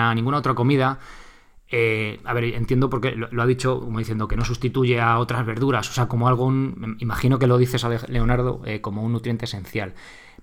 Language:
Spanish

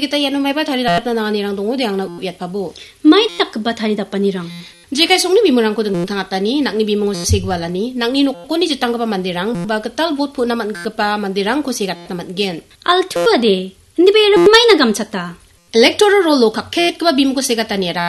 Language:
Garo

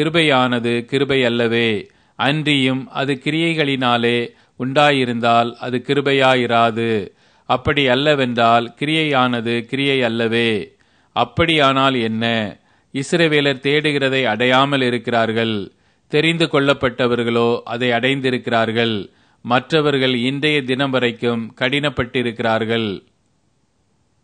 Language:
Tamil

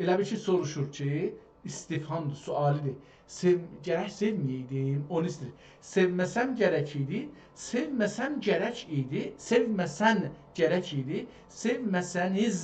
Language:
South Azerbaijani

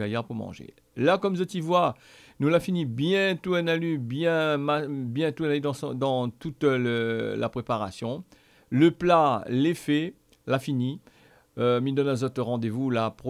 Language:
Réunion Creole French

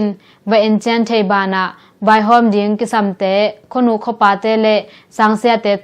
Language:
Tedim Chin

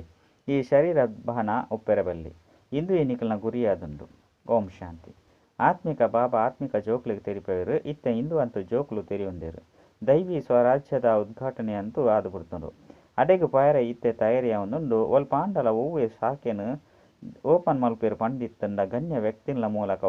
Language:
Tulu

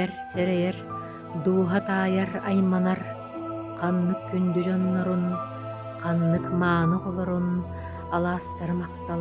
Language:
Yakut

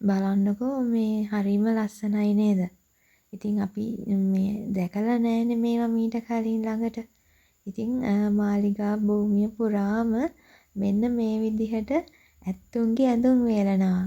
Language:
Sinhala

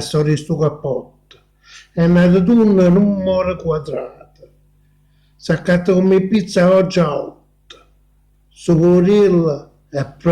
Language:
Neapolitan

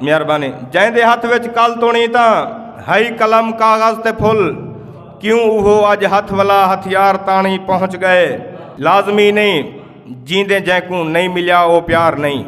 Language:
Saraiki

